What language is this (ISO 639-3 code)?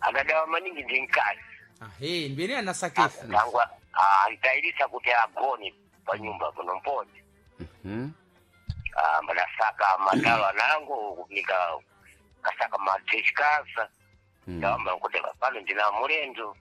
seh